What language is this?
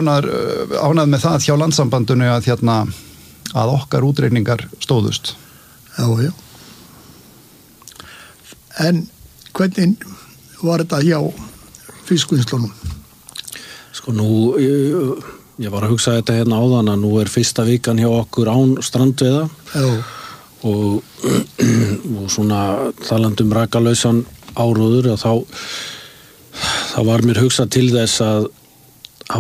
Icelandic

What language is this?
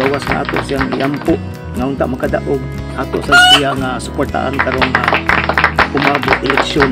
Cebuano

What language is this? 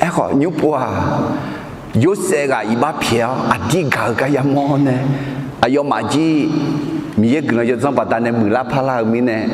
Akha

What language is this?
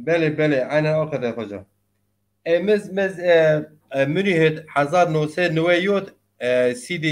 Zaza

